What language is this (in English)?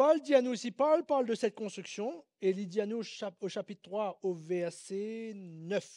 Morisyen